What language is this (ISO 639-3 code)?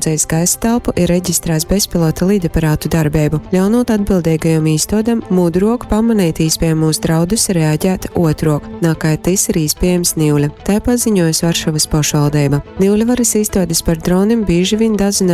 ltg